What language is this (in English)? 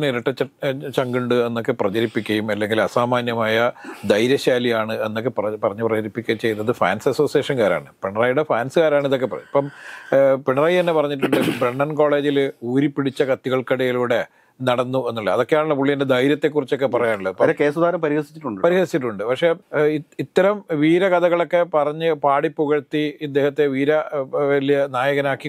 Malayalam